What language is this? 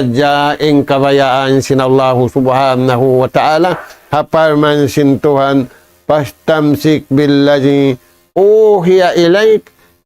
Tausug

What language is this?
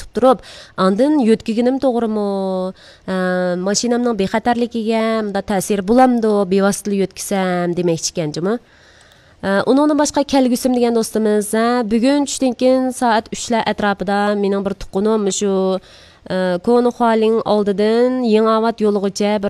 Uyghur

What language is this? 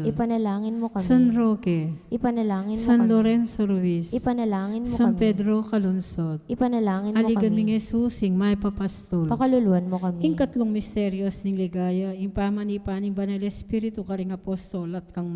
Pampanga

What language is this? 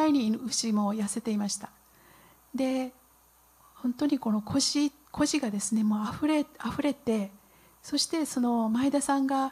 Japanese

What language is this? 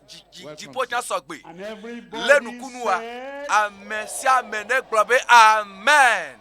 Ewe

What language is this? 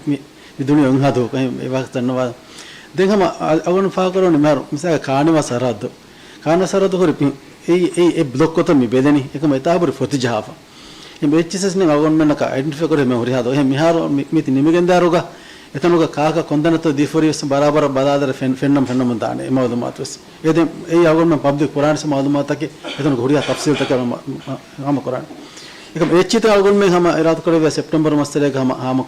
Divehi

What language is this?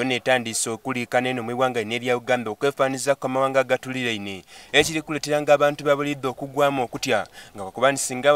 Soga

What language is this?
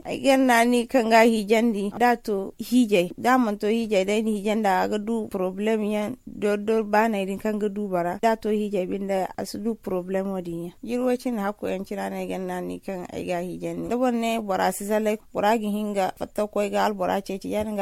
Zarma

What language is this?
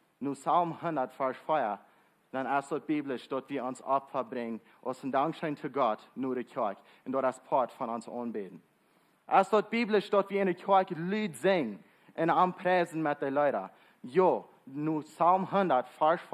Plautdietsch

